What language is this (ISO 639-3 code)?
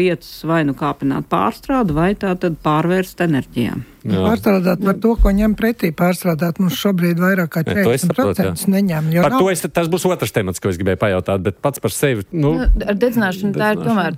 lav